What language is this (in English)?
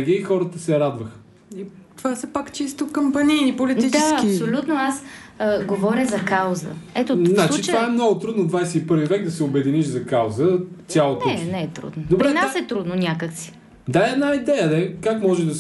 Bulgarian